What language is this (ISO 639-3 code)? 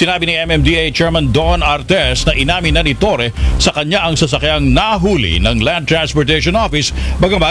fil